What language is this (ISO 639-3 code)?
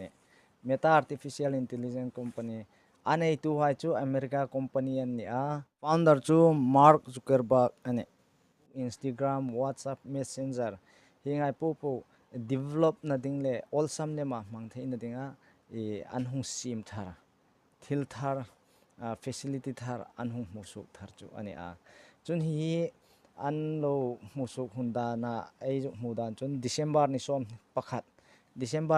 hmr